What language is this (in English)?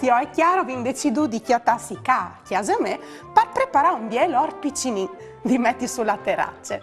Friulian